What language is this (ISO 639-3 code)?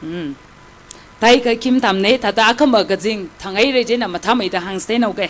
nmf